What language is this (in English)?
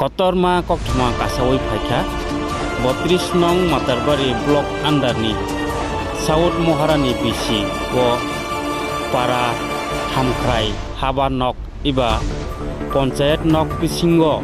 Kok Borok